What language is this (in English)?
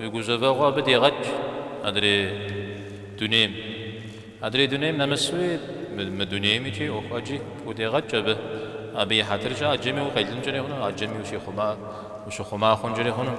Kabardian